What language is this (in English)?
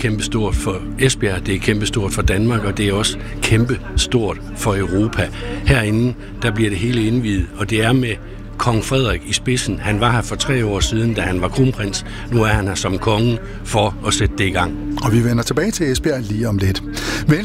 Danish